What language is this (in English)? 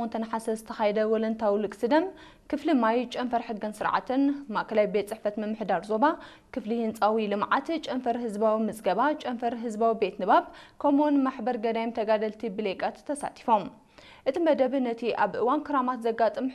Tigrinya